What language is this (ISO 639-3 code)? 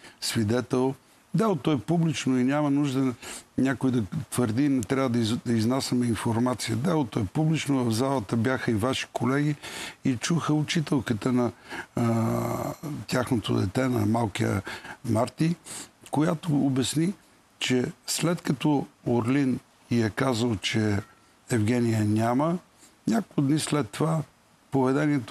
bul